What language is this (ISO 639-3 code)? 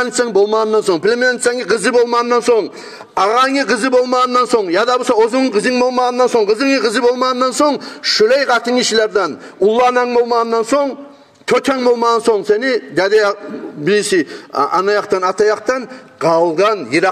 kum